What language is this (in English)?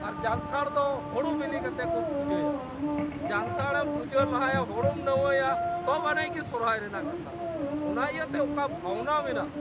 Santali